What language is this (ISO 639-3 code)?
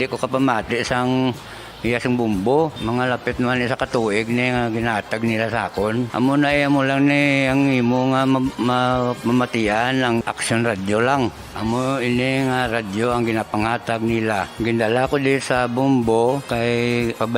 hil